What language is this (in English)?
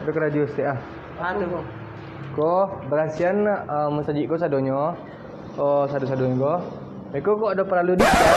Minangkabau